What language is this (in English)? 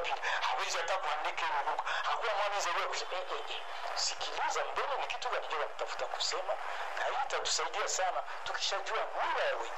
Swahili